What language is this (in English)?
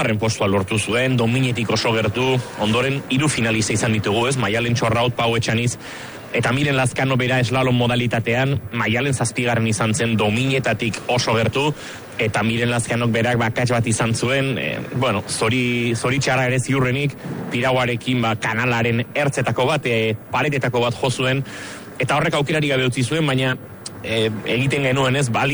Basque